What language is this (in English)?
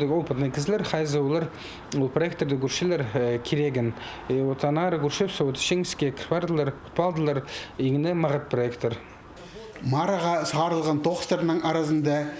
Khakas